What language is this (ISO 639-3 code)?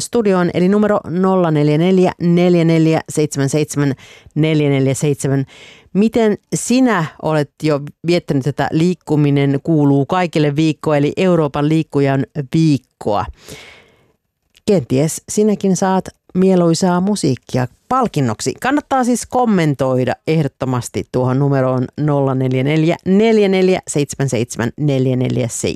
fin